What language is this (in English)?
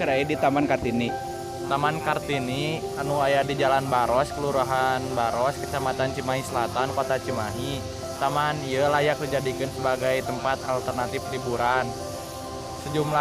Sundanese